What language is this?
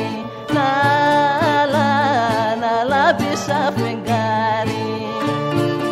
Greek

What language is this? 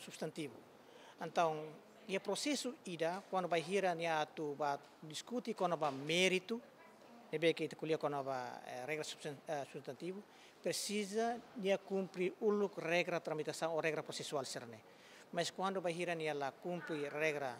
Tetum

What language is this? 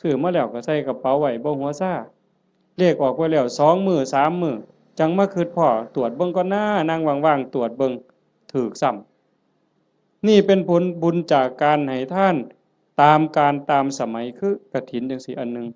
Northeastern Thai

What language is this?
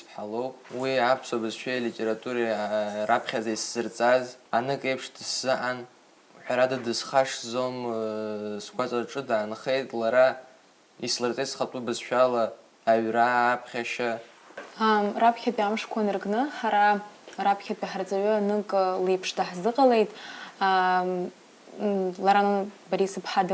Abkhazian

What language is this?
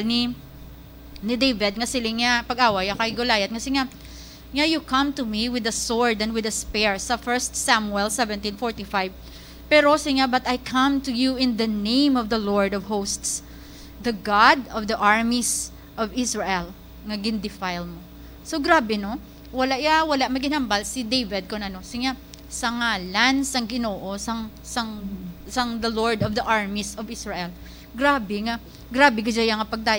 Hiligaynon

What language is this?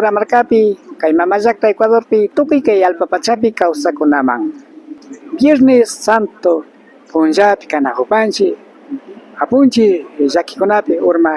Imbabura Highland Quichua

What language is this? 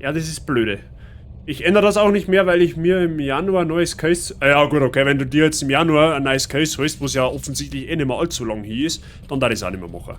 Bavarian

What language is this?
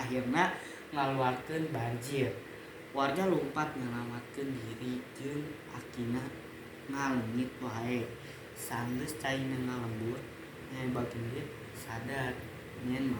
Sundanese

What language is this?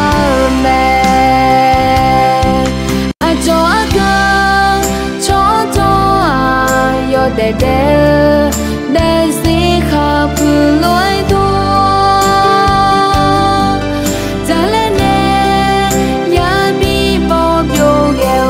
Akha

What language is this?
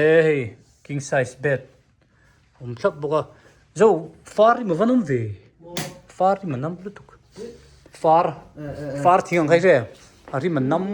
Hmar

